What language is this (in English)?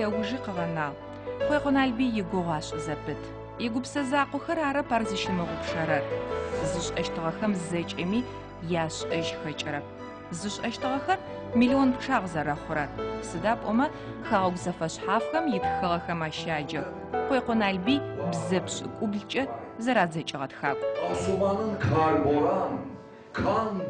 Adyghe